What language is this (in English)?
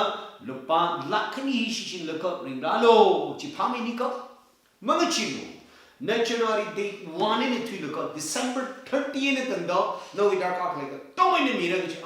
Tangkhul Naga (India)